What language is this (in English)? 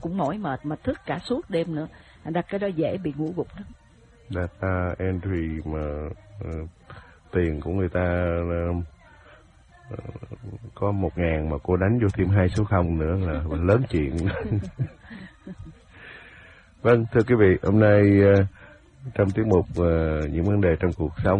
Vietnamese